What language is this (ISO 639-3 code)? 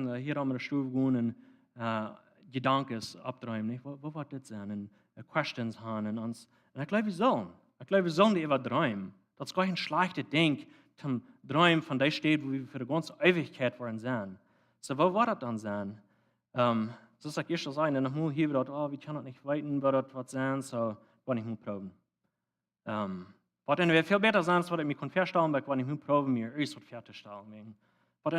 pdt